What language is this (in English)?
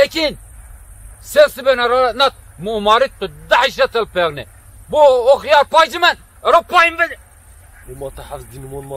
Zaza